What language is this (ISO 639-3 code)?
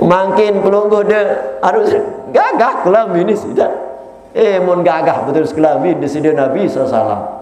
sas